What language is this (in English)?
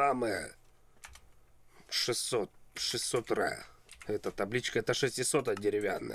Russian